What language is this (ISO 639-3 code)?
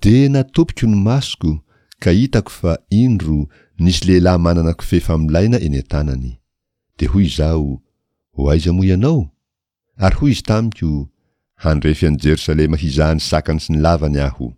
mlg